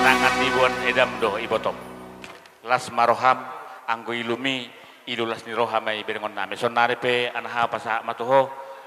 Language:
Batak Toba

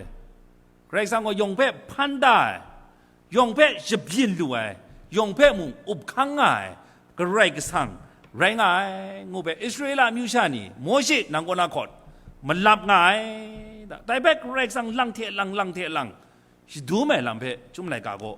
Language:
Kachin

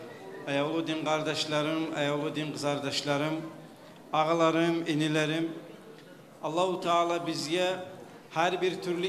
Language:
Kumyk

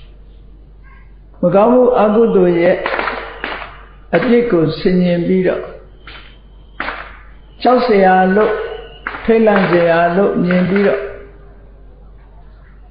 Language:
Burmese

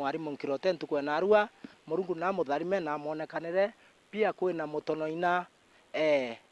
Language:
Meru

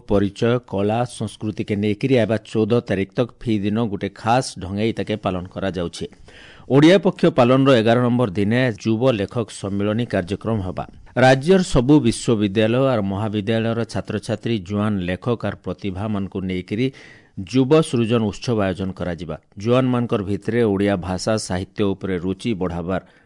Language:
Odia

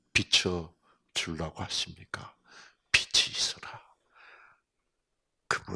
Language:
Korean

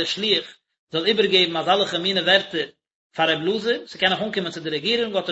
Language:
Yiddish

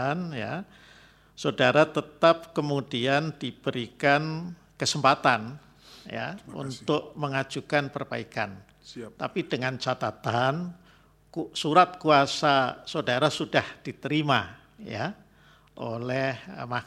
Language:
Indonesian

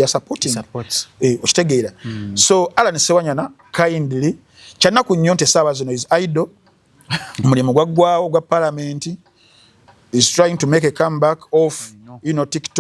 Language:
Ganda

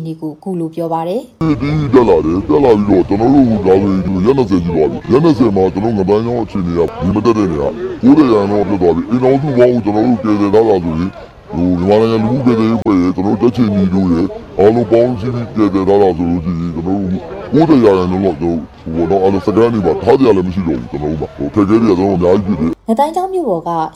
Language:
Burmese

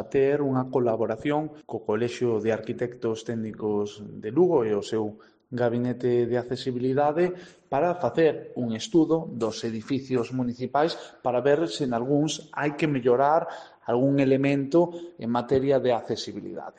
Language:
Galician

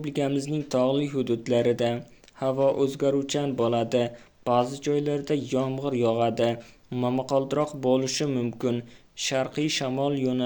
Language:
Uzbek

